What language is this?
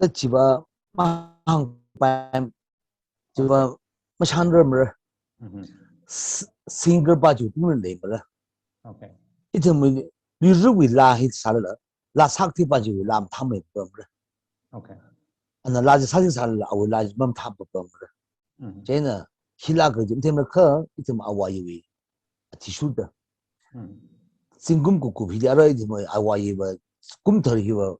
Tangkhul Naga (India)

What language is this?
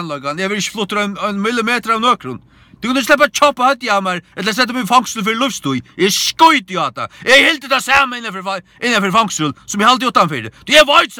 Faroese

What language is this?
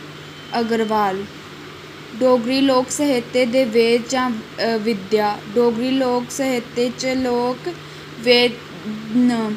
Dogri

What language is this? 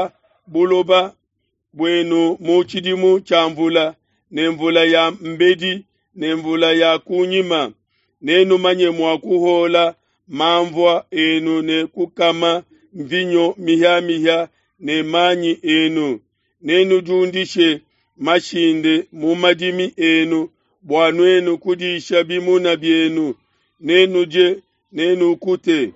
Luba-Lulua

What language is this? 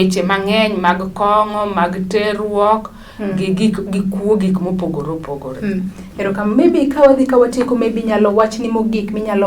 Luo (Kenya and Tanzania)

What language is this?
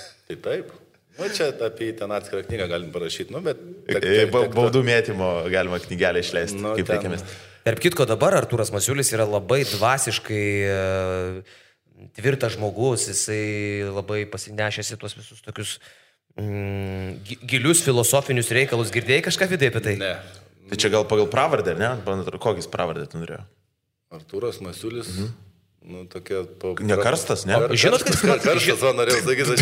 Lithuanian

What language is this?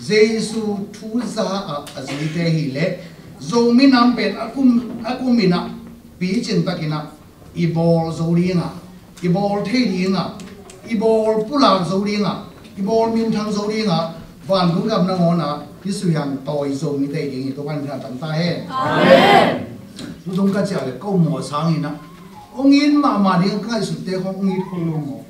Tedim Chin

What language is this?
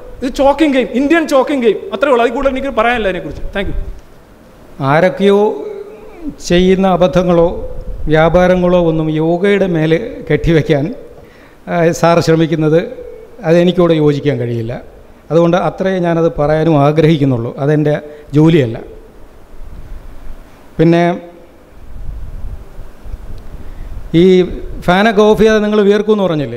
Malayalam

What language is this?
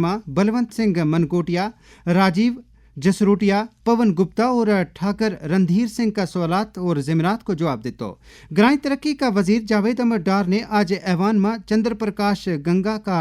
Gujari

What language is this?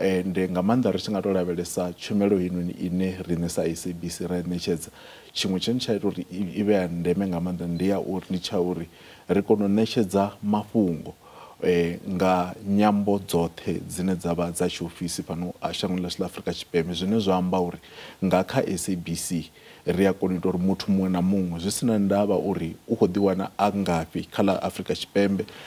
Venda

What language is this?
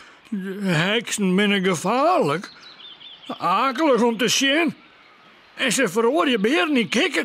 Western Frisian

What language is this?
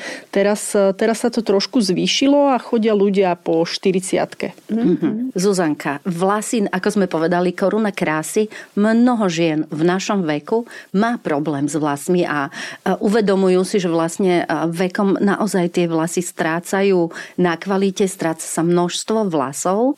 Slovak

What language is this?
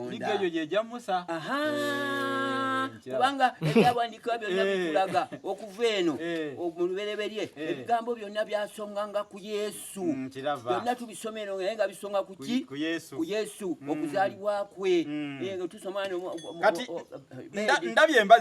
Ganda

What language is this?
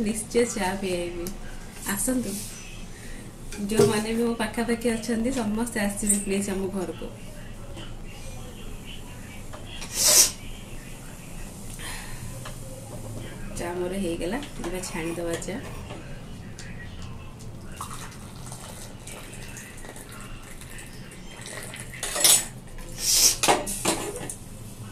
Odia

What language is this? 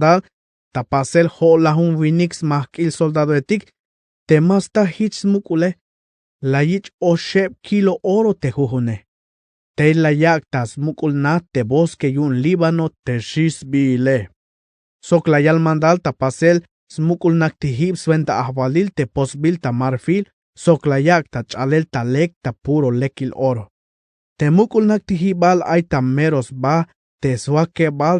Tzeltal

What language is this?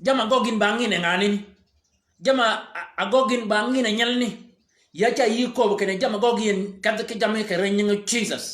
Shilluk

